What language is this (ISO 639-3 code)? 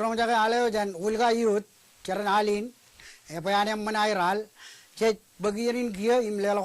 mah